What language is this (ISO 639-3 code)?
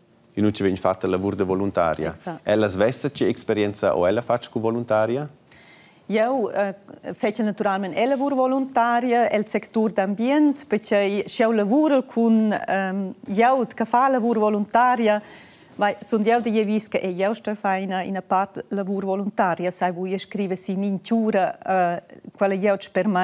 roh